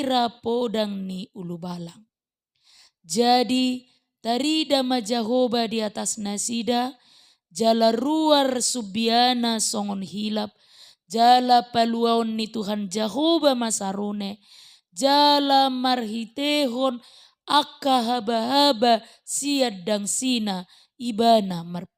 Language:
Batak Toba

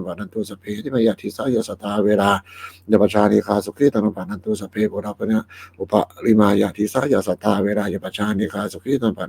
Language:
Pali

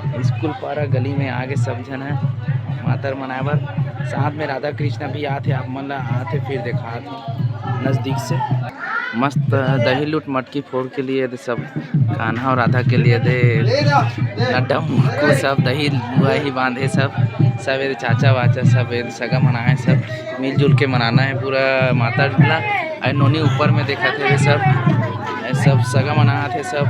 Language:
Chhattisgarhi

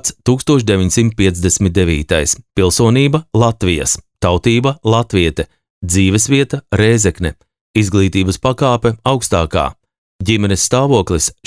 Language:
Latvian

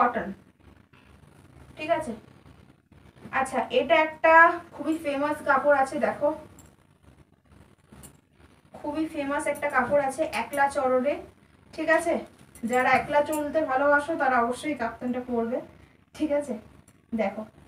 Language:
Bangla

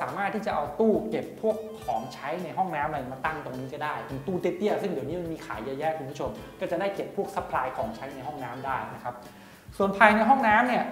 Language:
Thai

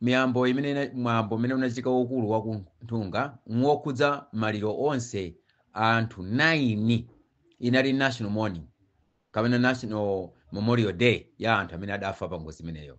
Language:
Nyanja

